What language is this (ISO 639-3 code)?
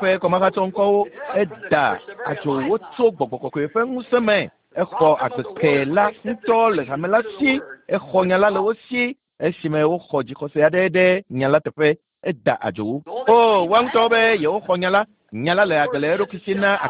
ewe